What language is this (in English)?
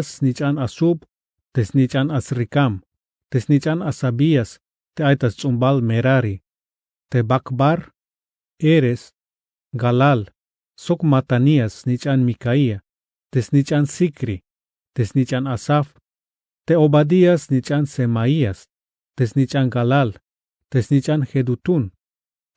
Tzeltal